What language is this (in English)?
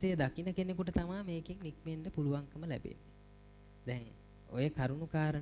Sinhala